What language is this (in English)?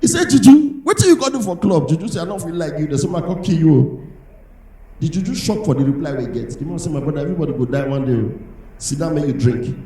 Nigerian Pidgin